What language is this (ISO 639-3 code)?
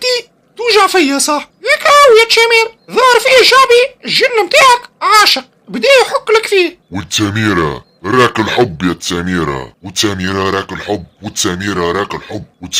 aeb